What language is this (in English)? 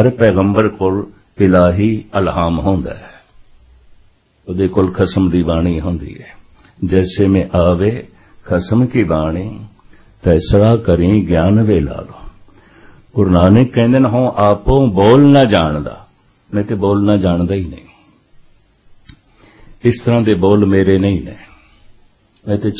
Punjabi